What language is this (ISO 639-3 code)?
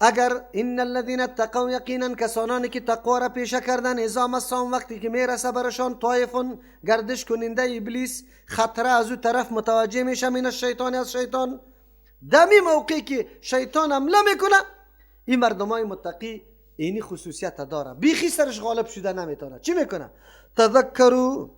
fas